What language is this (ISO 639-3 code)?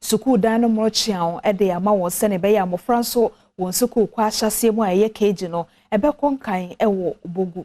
aka